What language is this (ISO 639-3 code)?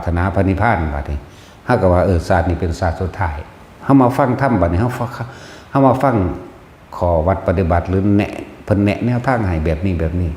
tts